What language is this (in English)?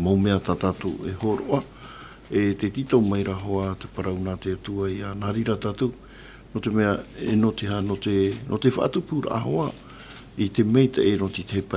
Tahitian